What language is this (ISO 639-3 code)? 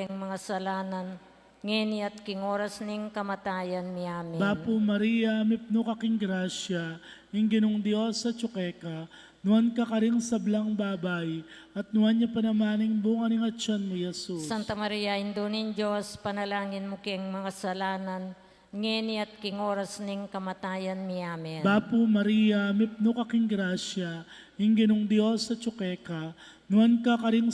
pam